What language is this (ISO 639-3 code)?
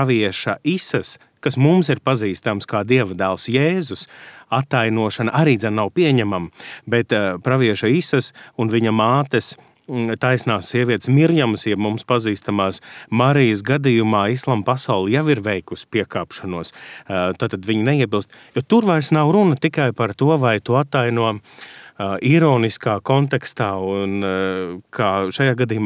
lav